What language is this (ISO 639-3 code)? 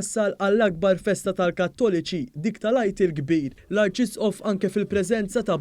mlt